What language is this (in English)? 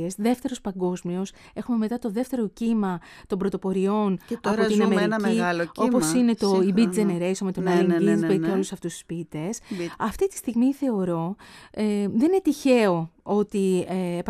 Greek